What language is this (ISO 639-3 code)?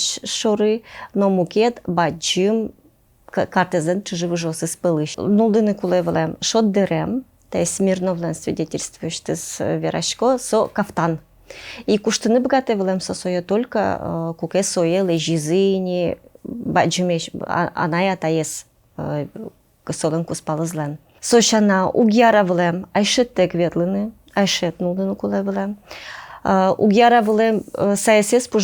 udm